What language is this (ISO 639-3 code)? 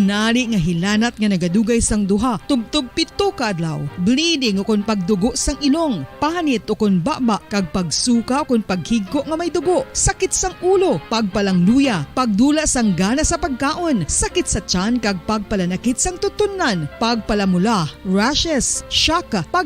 hil